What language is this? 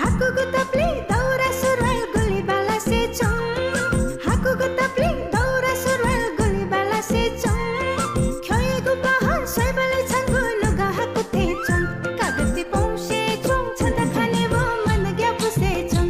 Newari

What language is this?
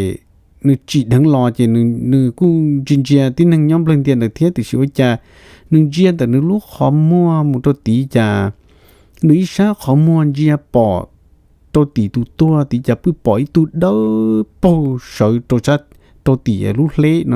Hmong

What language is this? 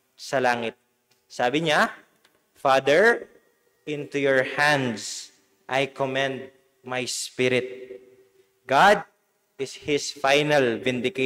Pampanga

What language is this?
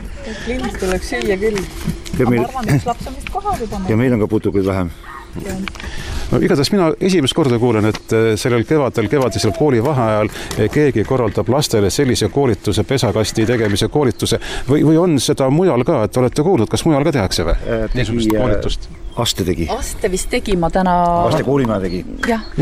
Estonian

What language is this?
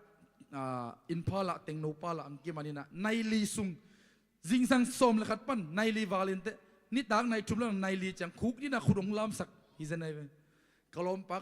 Tedim Chin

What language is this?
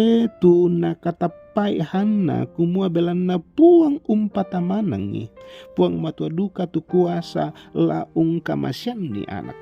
Toraja-Sa'dan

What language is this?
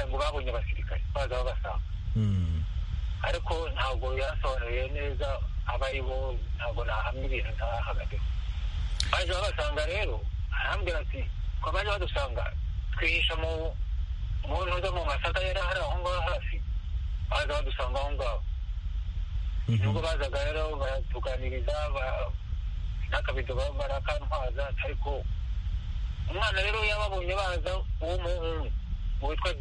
Kinyarwanda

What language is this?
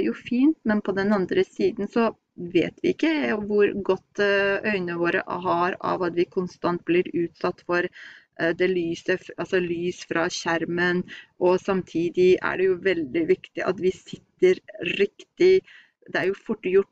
Norwegian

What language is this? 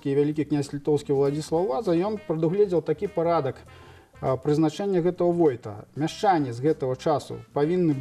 Belarusian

